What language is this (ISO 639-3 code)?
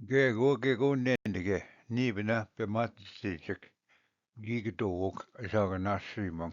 oji